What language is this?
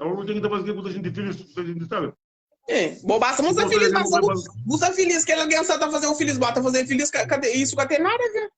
Kabuverdianu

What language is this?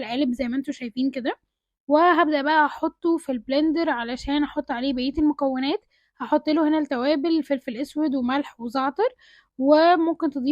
Egyptian Arabic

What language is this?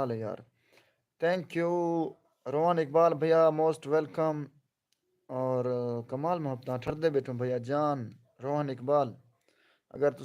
Saraiki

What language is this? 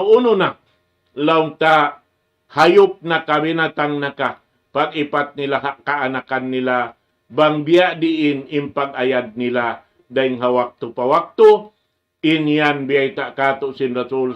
Tausug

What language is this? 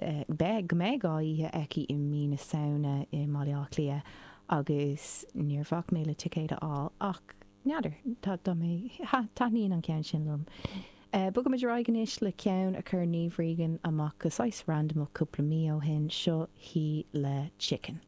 Irish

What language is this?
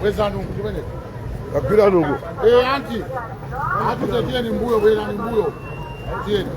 Nyanja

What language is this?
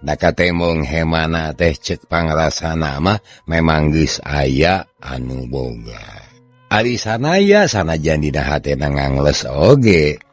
Sundanese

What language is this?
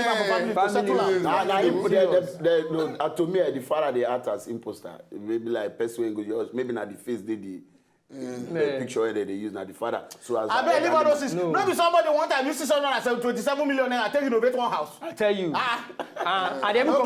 Nigerian Pidgin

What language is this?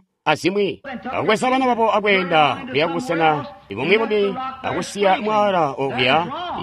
Tonga (Zambia)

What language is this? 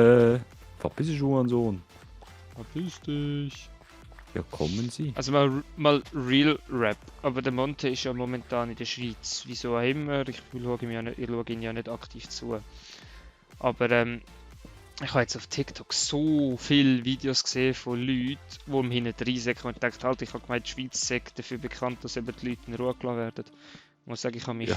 Swiss German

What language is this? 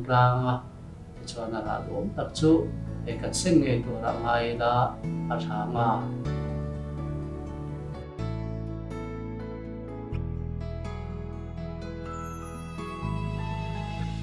Mizo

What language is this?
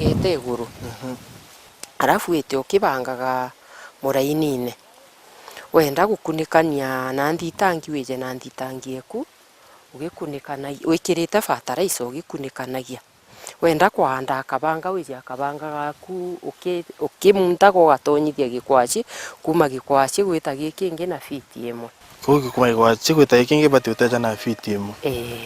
Meru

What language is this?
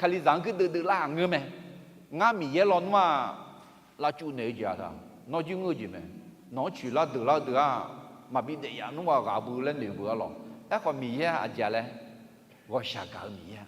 Akha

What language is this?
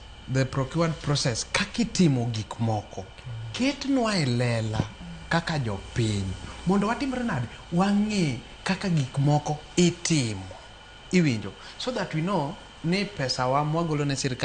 Luo (Kenya and Tanzania)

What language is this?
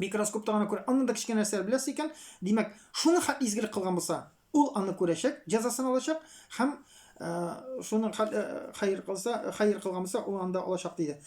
Tatar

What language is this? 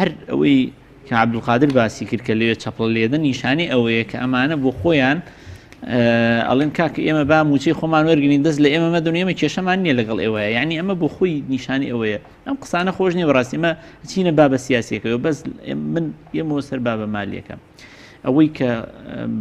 Central Kurdish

